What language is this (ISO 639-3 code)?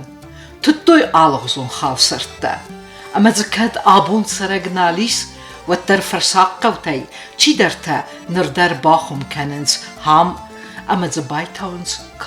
oss